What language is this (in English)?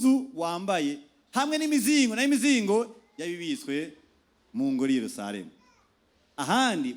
Rundi